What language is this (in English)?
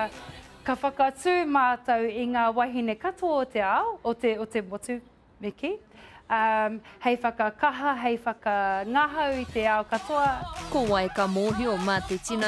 Māori